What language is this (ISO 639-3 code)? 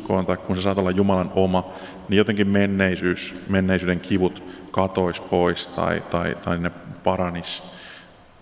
fin